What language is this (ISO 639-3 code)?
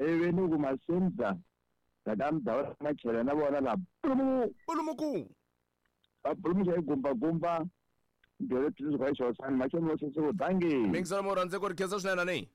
tso